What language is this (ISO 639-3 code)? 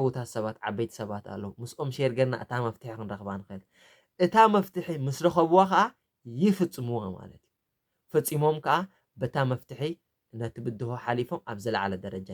tir